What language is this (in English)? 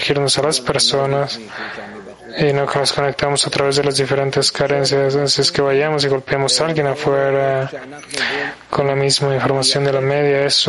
Spanish